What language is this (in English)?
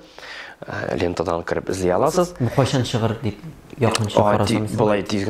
Tatar